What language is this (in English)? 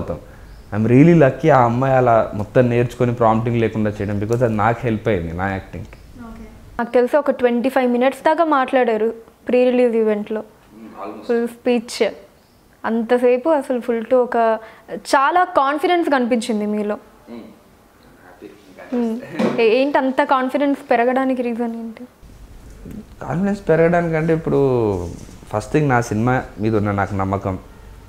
Telugu